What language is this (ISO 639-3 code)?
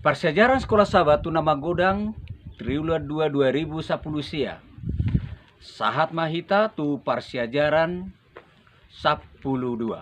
bbc